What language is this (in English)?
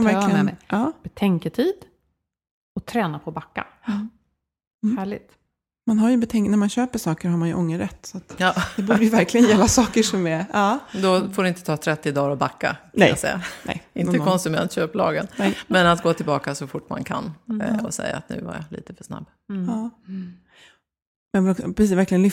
Swedish